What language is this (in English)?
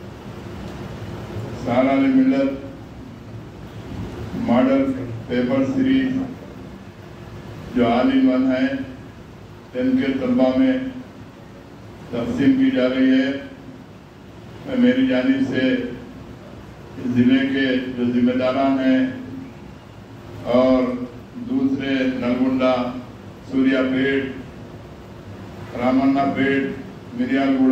Urdu